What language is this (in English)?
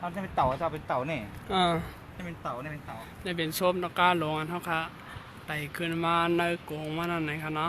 Shan